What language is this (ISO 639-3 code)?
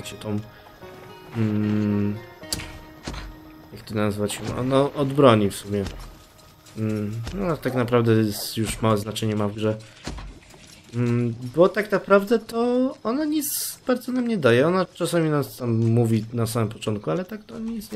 pol